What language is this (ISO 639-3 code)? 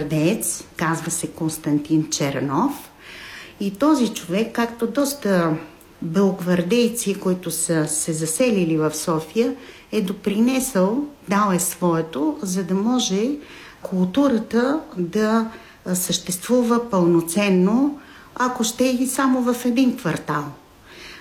bul